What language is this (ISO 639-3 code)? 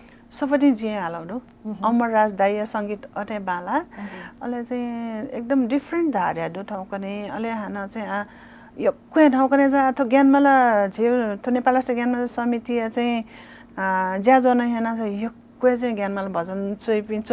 new